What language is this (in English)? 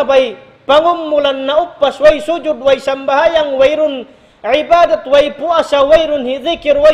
Tausug